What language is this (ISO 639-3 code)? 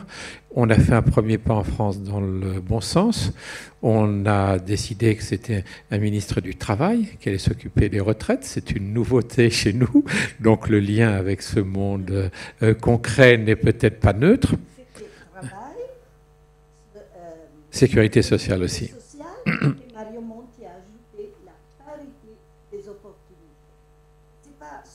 fra